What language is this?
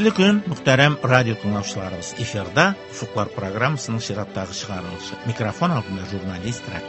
Tatar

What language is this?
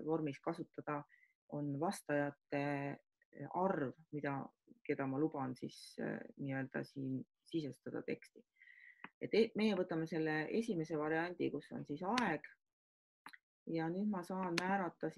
Estonian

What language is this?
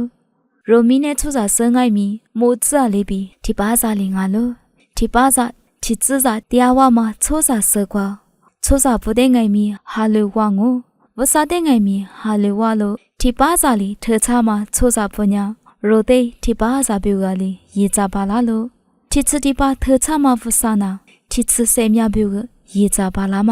Lisu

